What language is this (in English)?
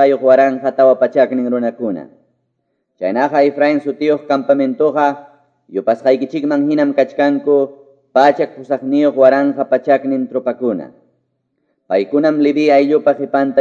Quechua